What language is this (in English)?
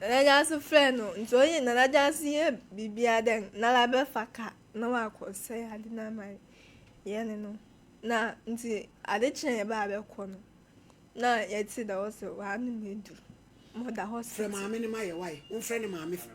Akan